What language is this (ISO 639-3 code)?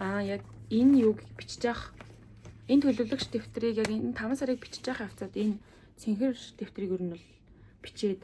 mon